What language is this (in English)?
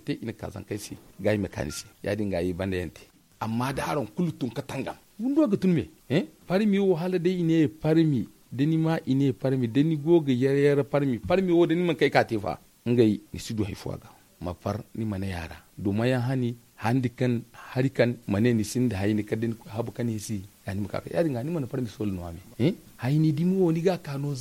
Zarma